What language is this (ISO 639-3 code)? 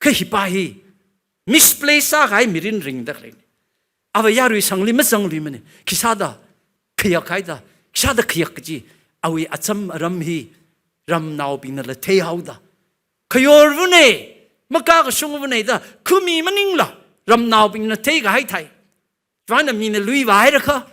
nmf